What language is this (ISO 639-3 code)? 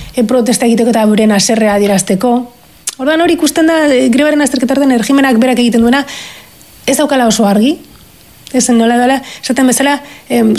eus